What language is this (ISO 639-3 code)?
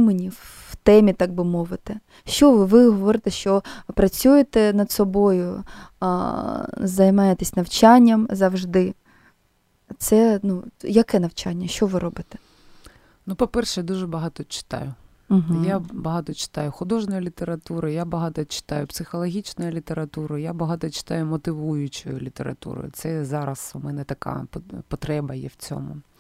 ukr